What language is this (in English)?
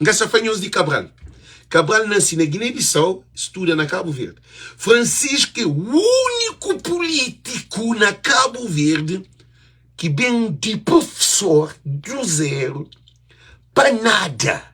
Kabuverdianu